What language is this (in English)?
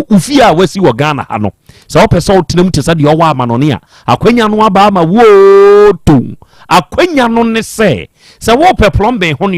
Akan